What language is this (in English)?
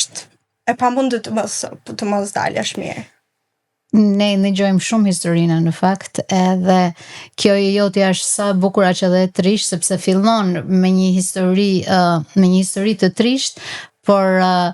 Albanian